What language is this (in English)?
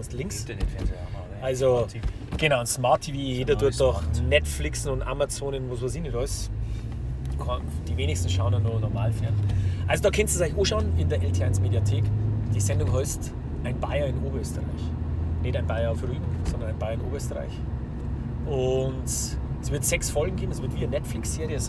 Bavarian